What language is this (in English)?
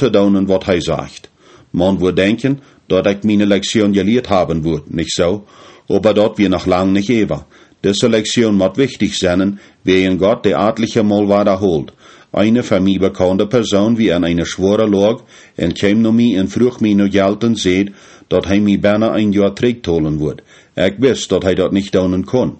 Plautdietsch